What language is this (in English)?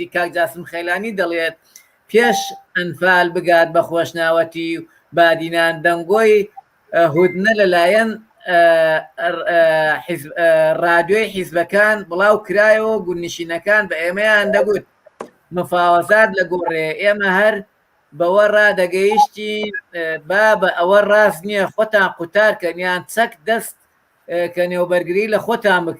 Central Kurdish